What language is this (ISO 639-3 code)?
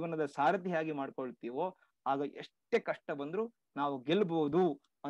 kan